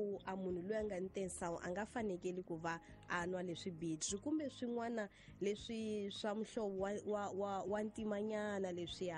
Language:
Tsonga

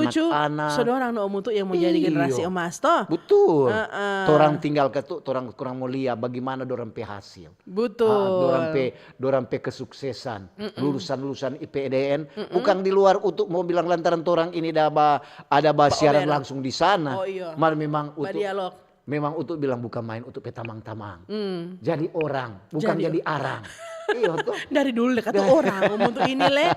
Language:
Manado Malay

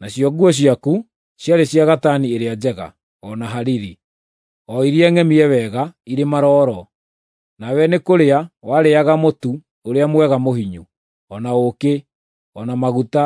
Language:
Kikuyu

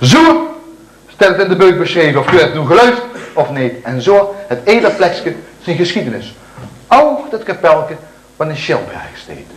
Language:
Limburgish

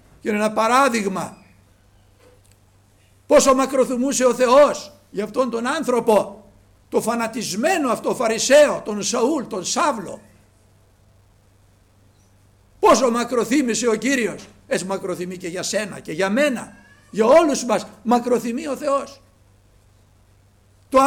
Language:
Greek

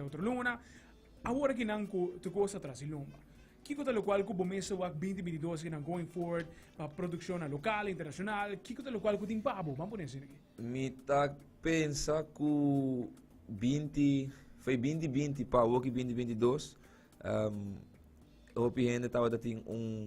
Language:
Papiamento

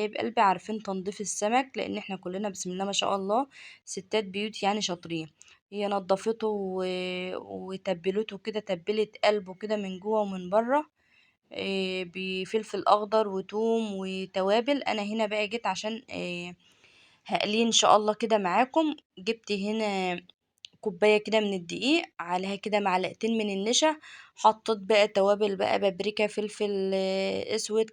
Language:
Egyptian Arabic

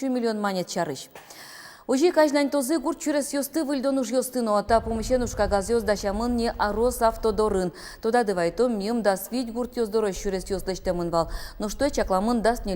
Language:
Udmurt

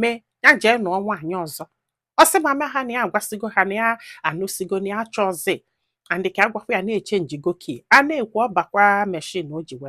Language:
Igbo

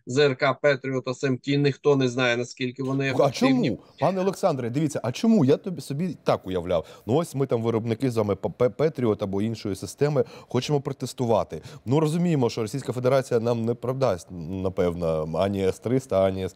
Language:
Ukrainian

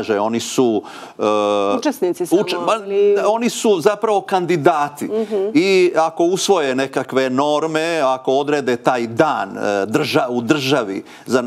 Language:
Serbian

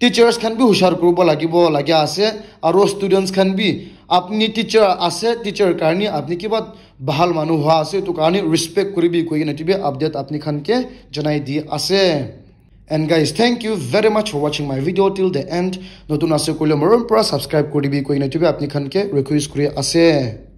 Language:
Naga Pidgin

